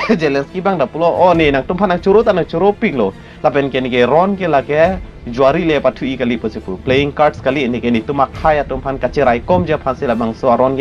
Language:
Karbi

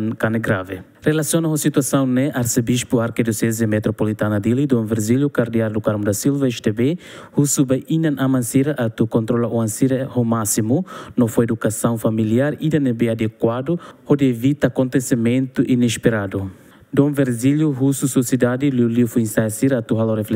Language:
Tetum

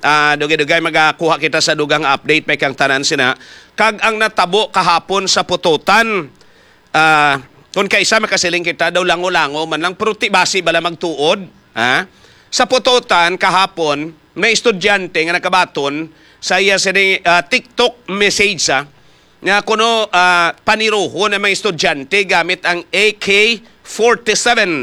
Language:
Hiligaynon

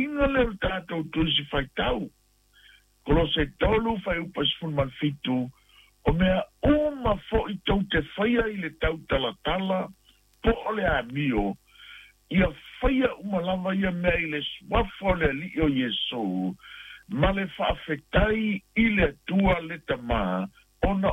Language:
Samoan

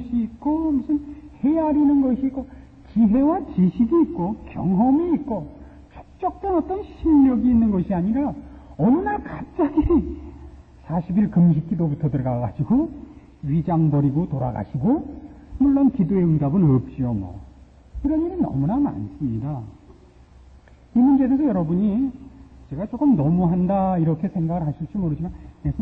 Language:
Korean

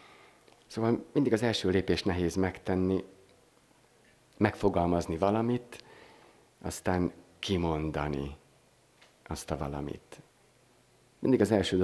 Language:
Hungarian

